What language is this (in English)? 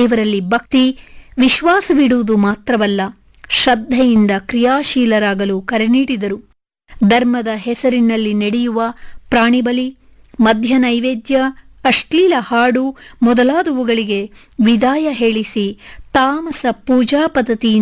Kannada